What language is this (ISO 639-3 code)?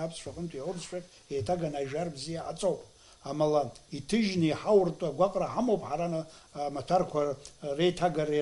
abk